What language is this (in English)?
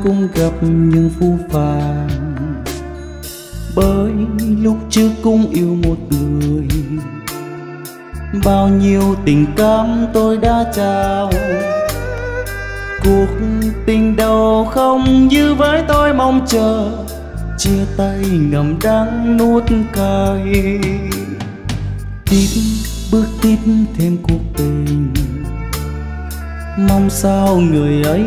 Vietnamese